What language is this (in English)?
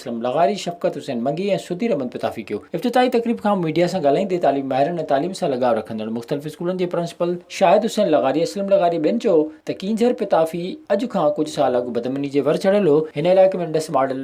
Sindhi